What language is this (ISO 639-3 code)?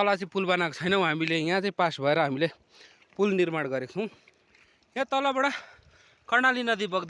nep